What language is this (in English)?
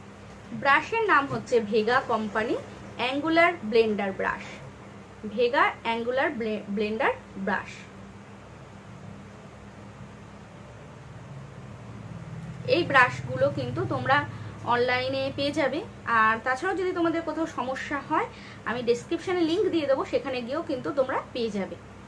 Bangla